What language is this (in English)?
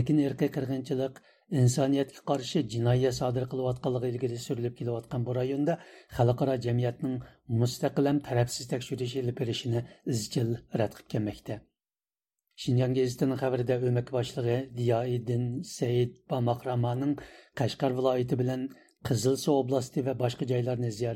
Uyghur